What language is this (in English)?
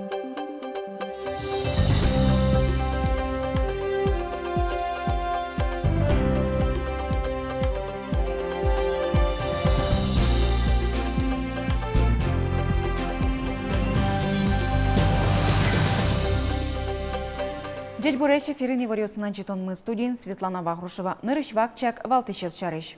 Udmurt